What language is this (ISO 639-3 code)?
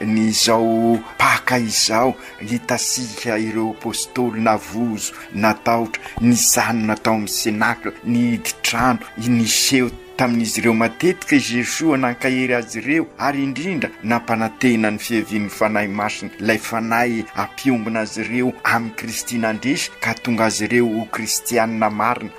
mlg